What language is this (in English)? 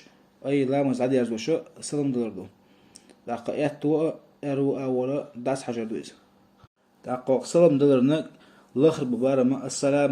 Chechen